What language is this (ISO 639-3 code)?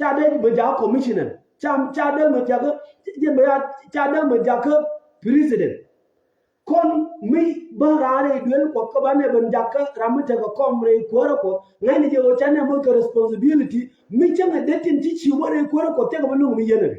nus